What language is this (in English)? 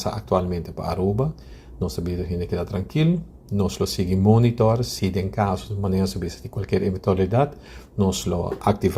Papiamento